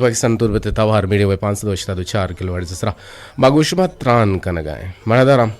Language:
Eastern Balochi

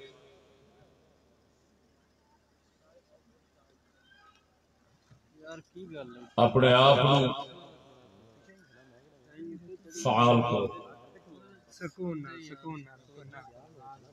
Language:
Urdu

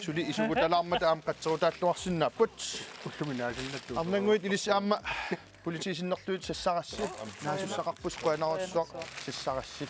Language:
Kalaallisut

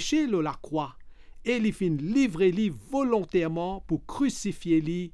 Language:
Morisyen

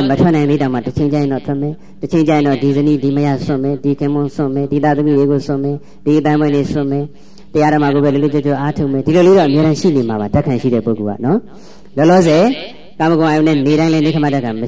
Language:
Burmese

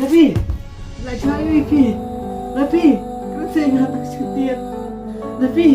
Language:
Khasi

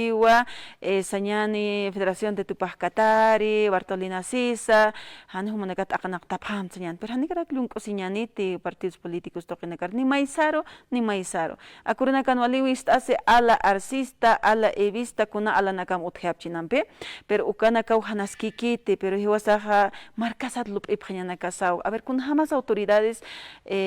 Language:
Aymara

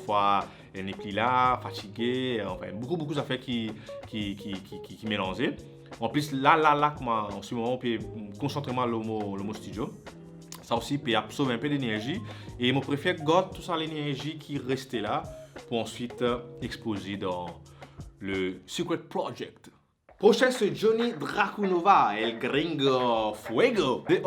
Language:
Morisyen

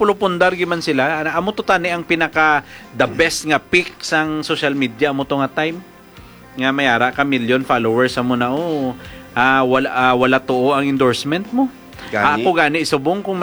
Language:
Hiligaynon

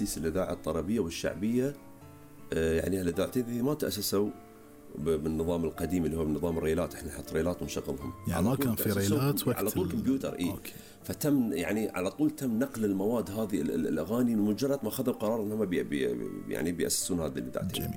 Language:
Gulf Arabic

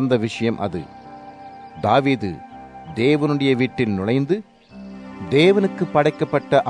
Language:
Tamil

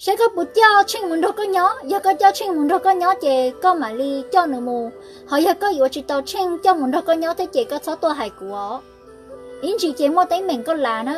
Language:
Hmong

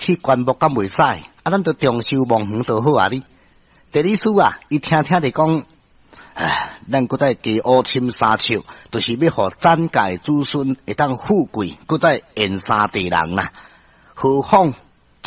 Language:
Min Nan Chinese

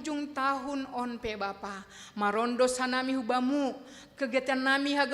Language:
Batak Simalungun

